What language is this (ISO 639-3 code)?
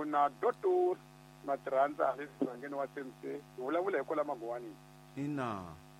tso